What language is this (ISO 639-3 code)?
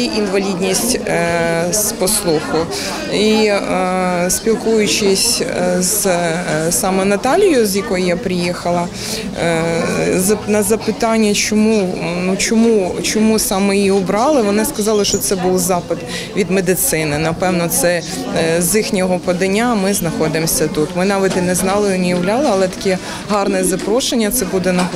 ukr